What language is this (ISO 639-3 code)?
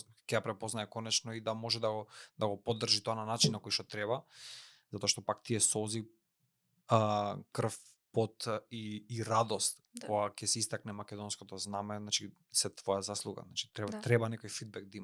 mkd